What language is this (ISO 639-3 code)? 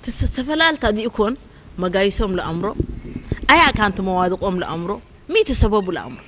tir